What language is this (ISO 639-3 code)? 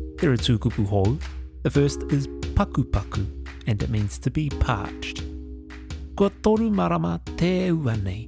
mri